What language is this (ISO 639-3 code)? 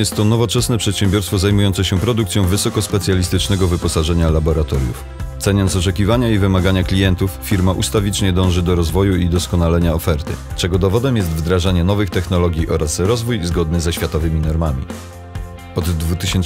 pol